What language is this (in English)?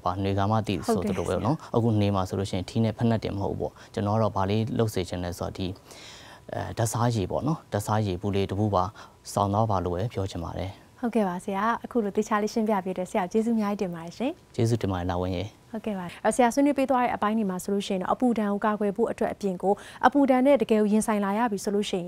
Burmese